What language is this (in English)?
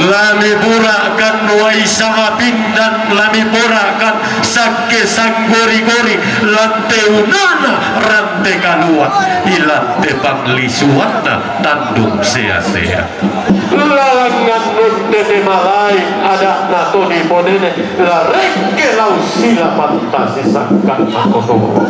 Toraja-Sa'dan